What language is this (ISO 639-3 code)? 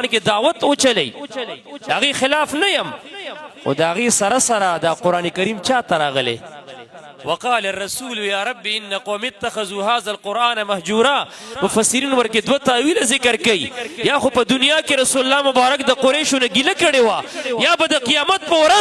pus